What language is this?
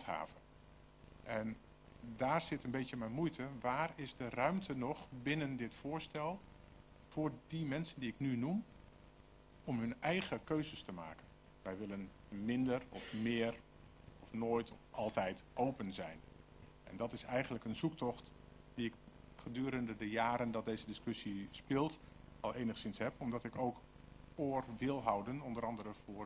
Dutch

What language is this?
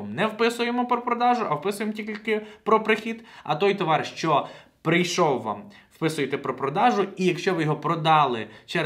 Ukrainian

